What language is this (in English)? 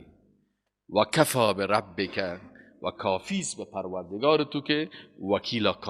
Persian